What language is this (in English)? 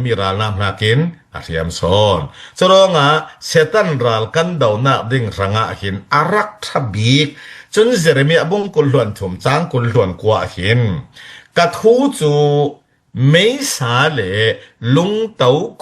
Falam Chin